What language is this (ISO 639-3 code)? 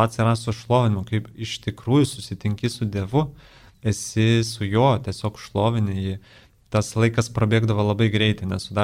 lit